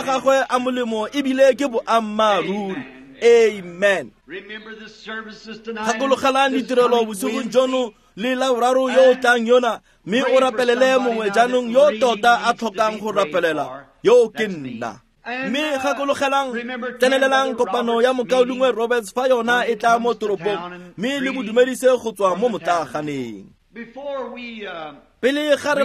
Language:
Tswana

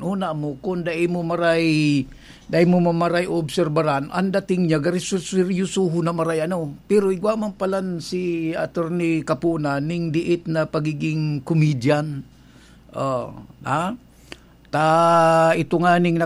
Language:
Bikol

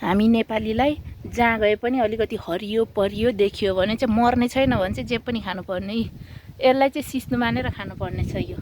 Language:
Nepali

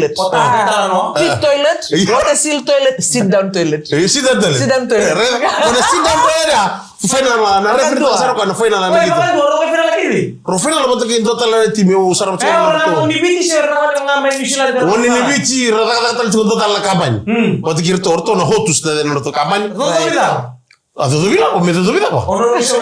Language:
Fijian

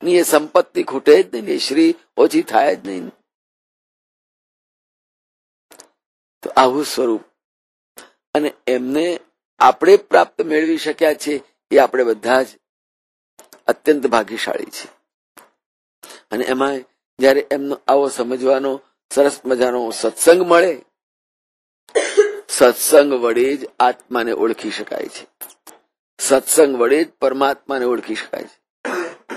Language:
Gujarati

